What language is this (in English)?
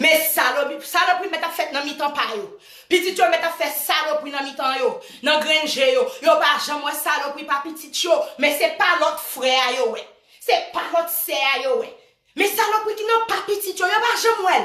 Haitian Creole